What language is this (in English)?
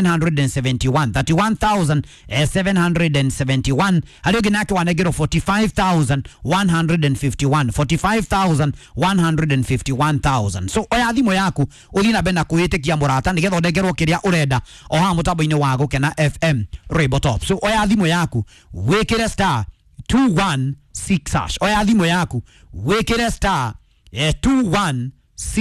Kikuyu